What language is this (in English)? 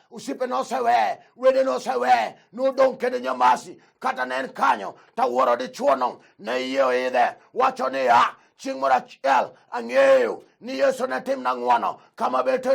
Luo (Kenya and Tanzania)